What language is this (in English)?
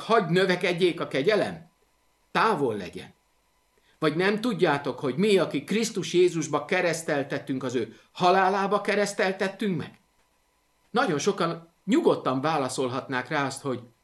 Hungarian